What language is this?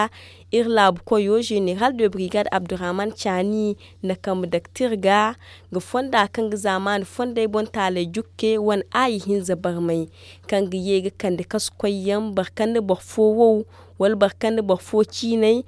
Zarma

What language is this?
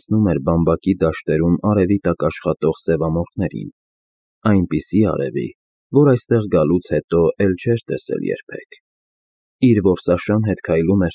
Armenian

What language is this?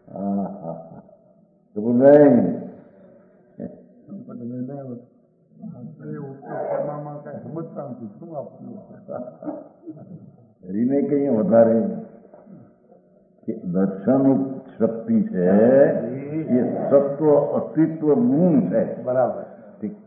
Gujarati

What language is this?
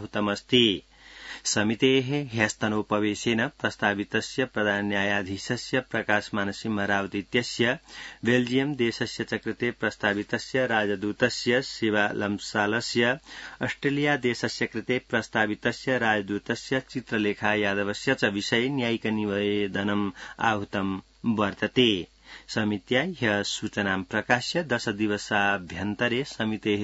Sanskrit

